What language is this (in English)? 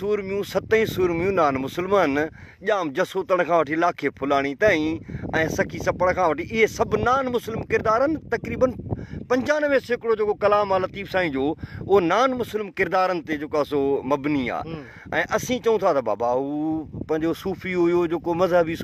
Sindhi